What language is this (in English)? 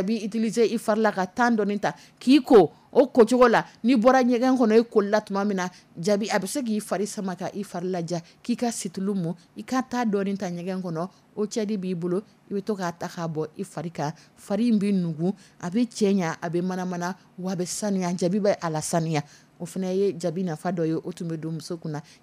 Dyula